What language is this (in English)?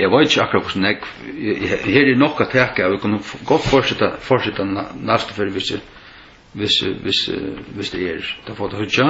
Faroese